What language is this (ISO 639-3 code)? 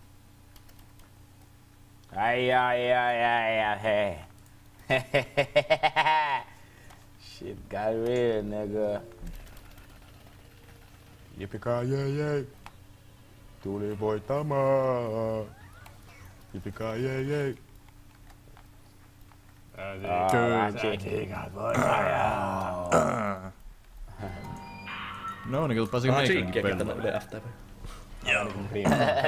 fin